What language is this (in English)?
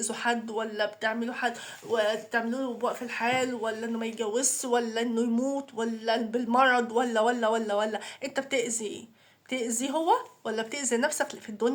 Egyptian Arabic